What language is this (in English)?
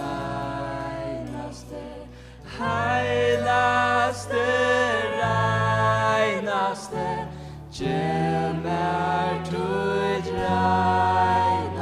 Faroese